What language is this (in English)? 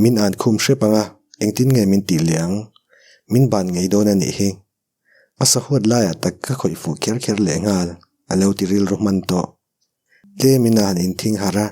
Mizo